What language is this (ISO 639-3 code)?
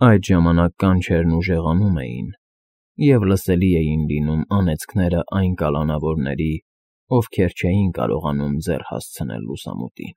hye